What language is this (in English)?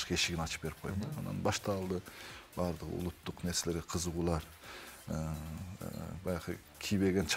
Kyrgyz